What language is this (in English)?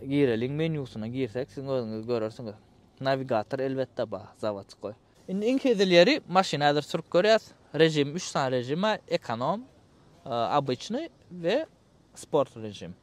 Turkmen